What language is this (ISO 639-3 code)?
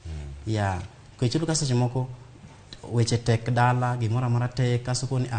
luo